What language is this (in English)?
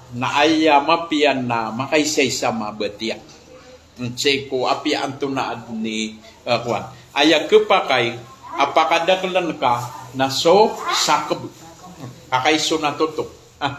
Maranao